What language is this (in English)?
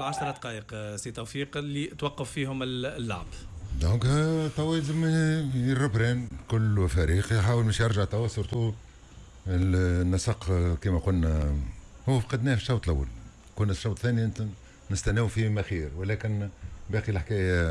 Tunisian Arabic